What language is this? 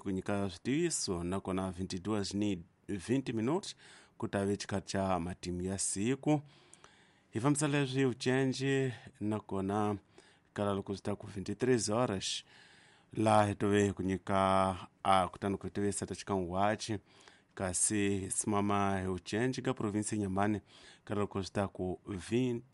Tsonga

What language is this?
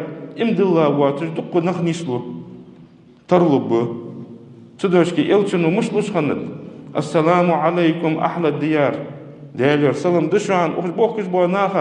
Ingush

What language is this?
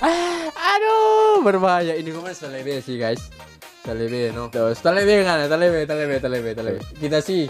Manado Malay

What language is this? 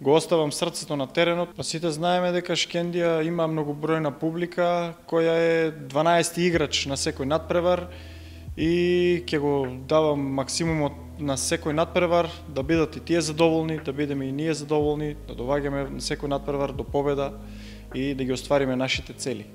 Macedonian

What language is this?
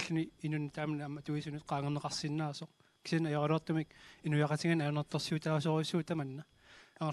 Kalaallisut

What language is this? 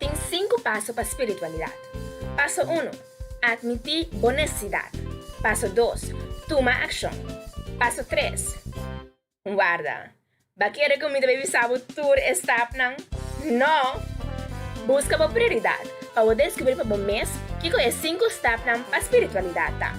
Papiamento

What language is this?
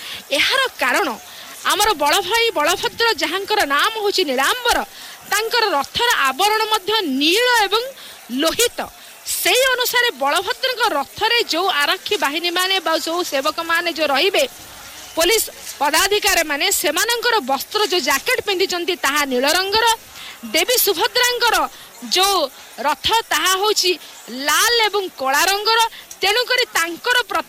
Odia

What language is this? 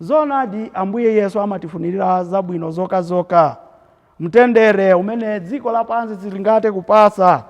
Nyanja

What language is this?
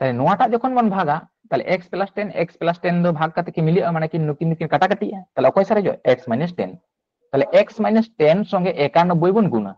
Santali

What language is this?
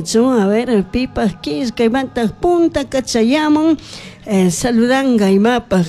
Chimborazo Highland Quichua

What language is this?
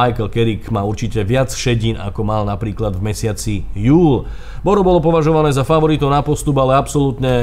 Slovak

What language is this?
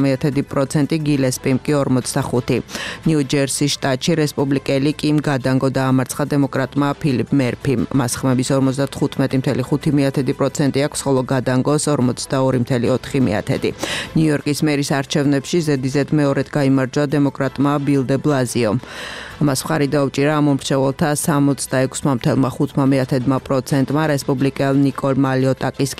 Georgian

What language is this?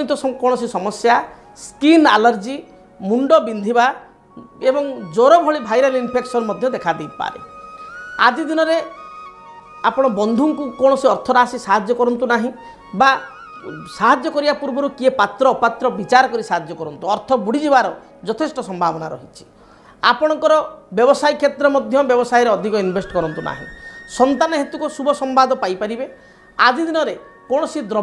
Odia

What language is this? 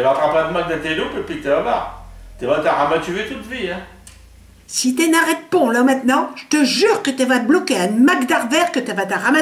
Picard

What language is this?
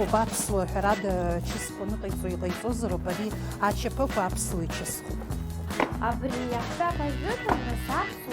Abkhazian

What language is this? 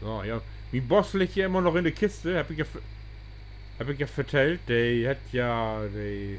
Low German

